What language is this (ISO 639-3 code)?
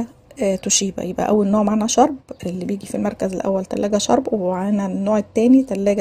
arz